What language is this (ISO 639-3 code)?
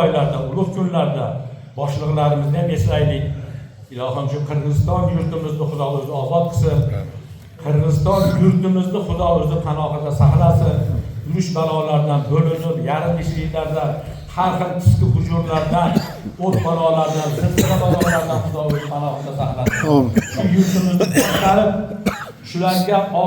uzb